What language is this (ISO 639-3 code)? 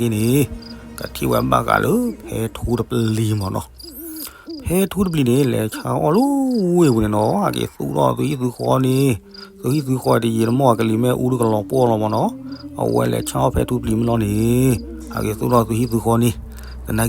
ksw